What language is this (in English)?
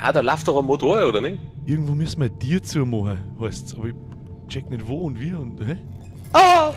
Bavarian